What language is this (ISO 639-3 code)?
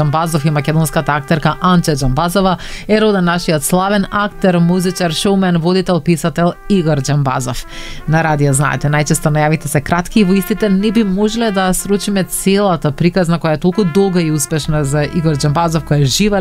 mkd